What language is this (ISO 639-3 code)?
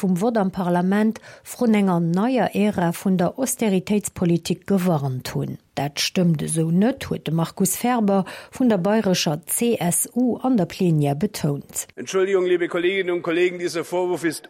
ltz